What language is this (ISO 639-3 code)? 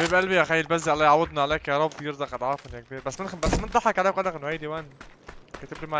apc